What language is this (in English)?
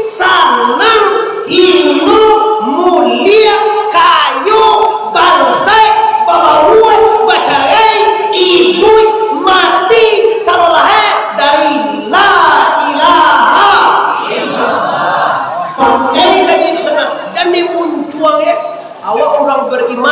Minangkabau